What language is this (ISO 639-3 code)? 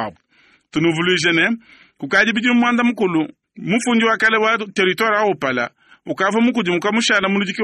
lua